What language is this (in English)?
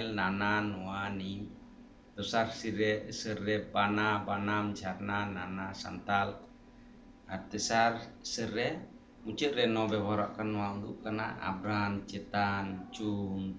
Santali